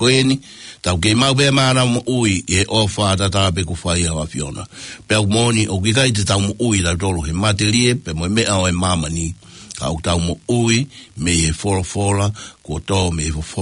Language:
Tongan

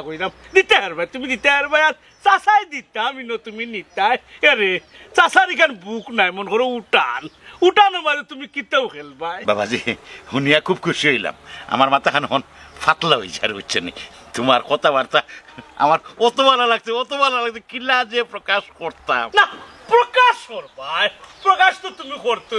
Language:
Sylheti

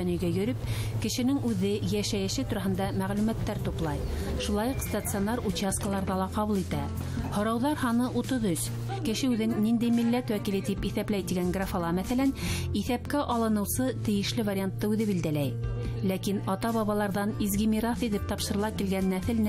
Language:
Bashkir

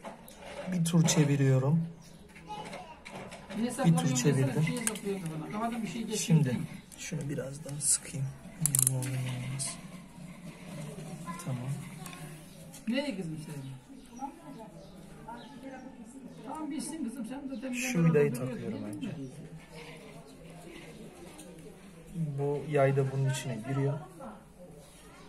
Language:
Turkish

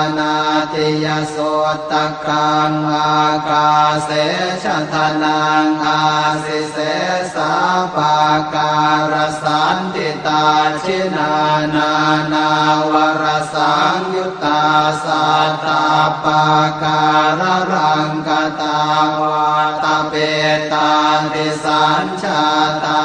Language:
Pali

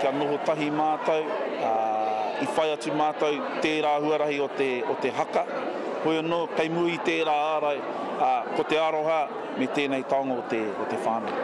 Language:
Māori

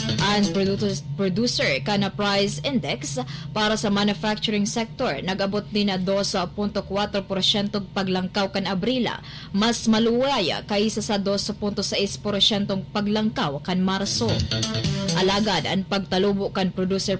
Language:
Bikol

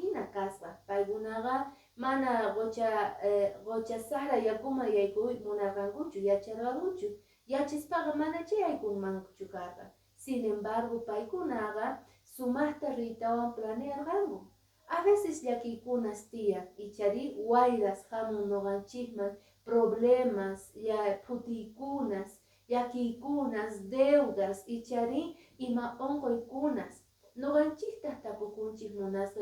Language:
Quechua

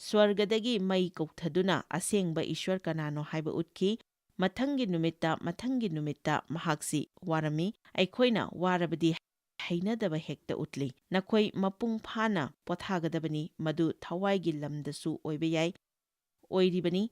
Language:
Manipuri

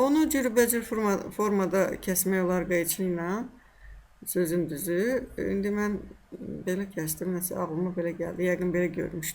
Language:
Azerbaijani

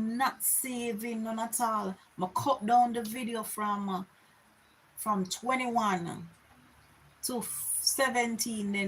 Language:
Jamaican Creole English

